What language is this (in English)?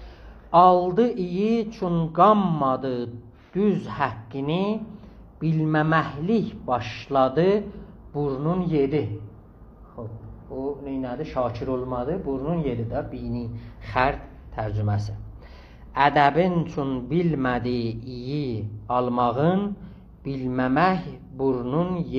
South Azerbaijani